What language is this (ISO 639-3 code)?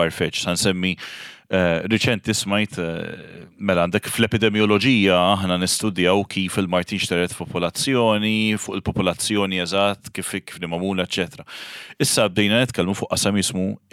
mlt